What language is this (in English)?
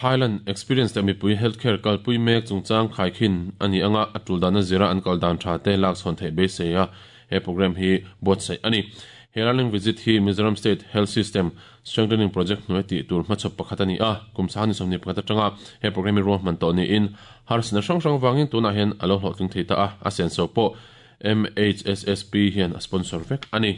Mizo